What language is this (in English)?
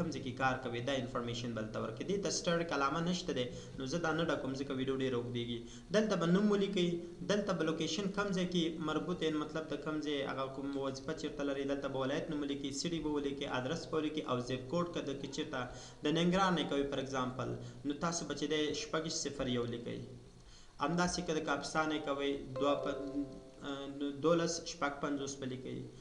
Pashto